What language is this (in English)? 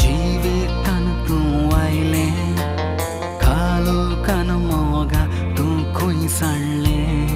Konkani